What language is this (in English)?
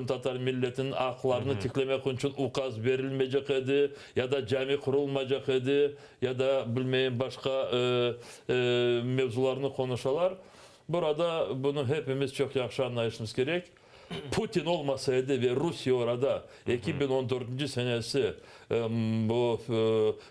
Crimean Tatar